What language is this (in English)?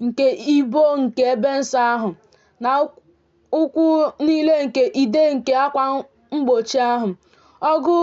Igbo